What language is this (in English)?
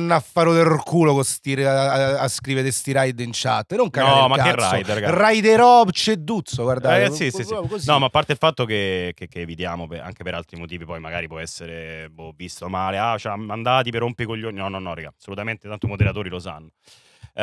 Italian